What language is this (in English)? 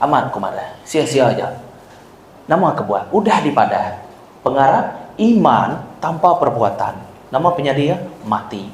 Iban